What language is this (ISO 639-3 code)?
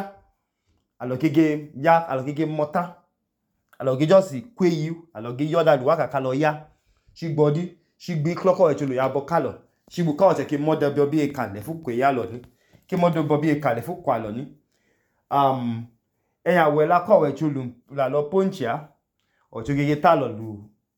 idu